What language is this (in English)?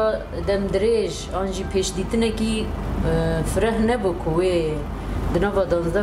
Kurdish